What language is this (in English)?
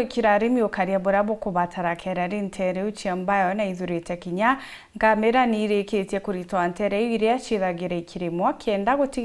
Meru